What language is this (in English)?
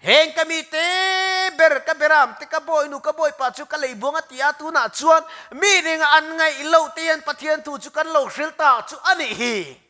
Mizo